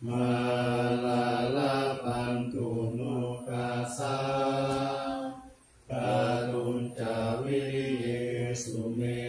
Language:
Pali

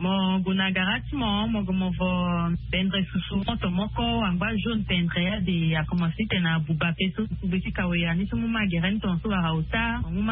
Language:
Sango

